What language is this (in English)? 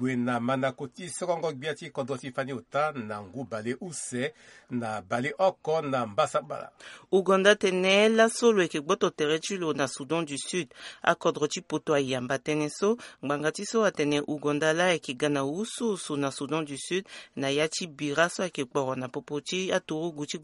Sango